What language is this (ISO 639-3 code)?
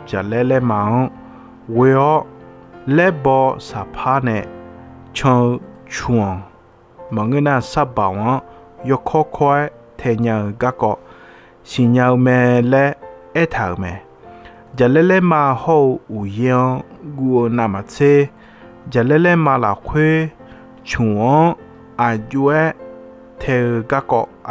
ahk